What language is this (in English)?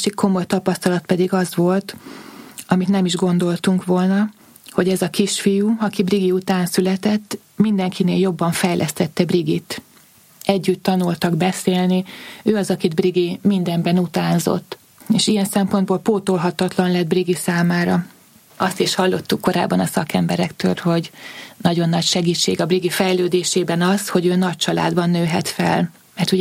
Hungarian